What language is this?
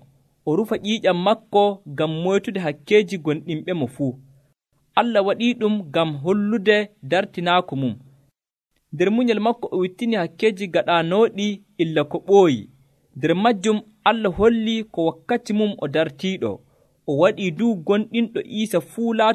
Nigerian Fulfulde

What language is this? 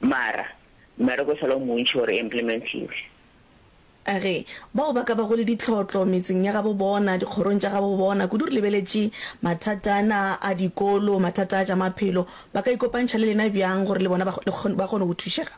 Northern Sotho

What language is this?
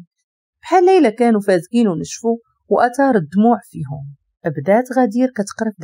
Moroccan Arabic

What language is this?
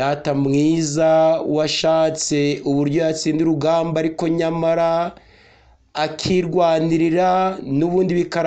Kinyarwanda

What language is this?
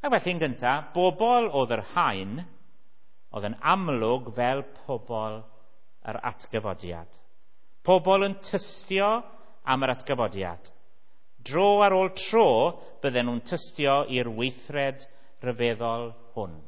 Welsh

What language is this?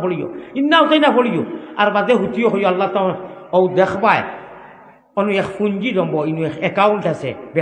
Sylheti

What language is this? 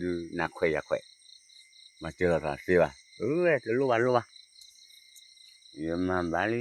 S'gaw Karen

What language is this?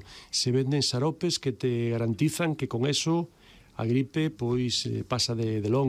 Galician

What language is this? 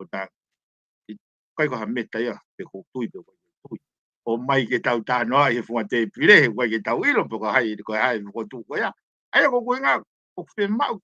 Tongan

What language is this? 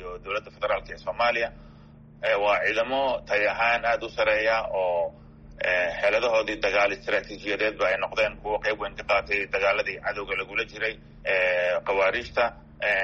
Somali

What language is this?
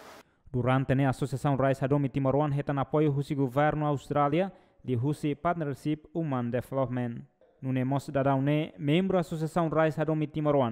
Tetum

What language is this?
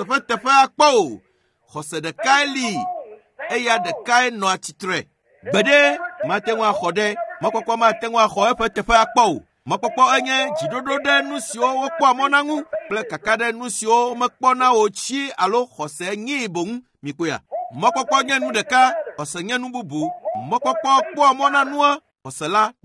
Ewe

